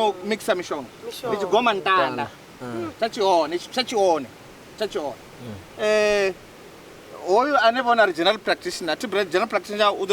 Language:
Venda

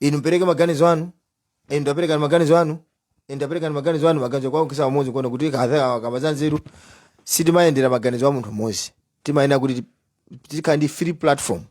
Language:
Nyanja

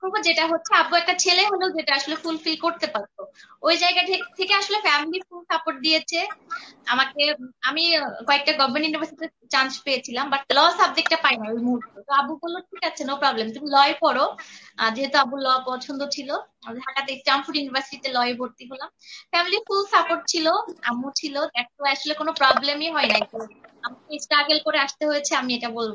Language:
Bangla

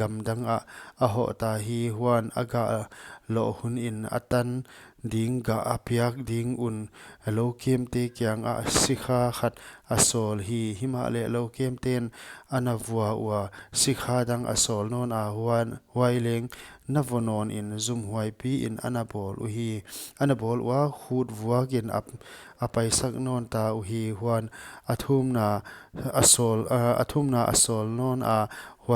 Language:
Paite Chin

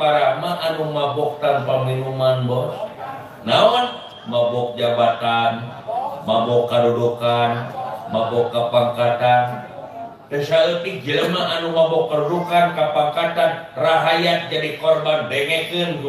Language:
Sundanese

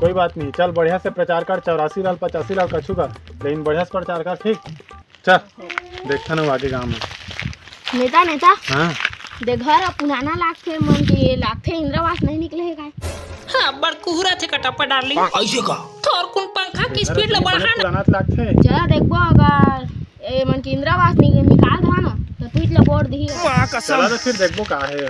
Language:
Chhattisgarhi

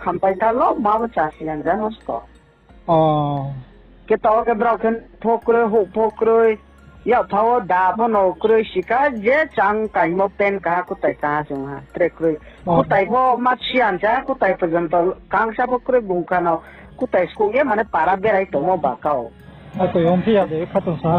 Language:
Riang (India)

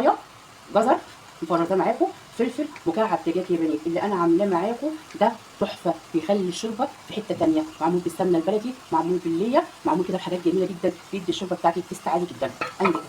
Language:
Egyptian Arabic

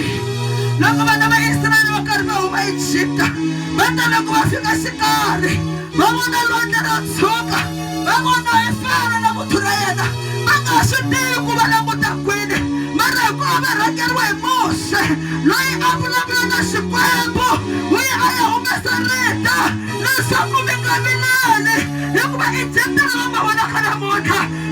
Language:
Tsonga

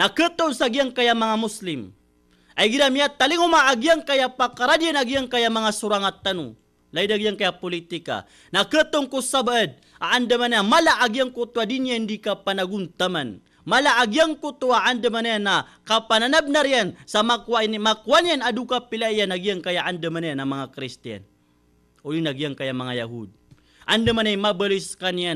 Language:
Maranao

